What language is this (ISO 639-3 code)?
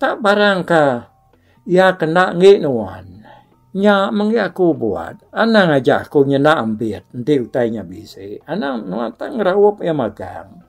iba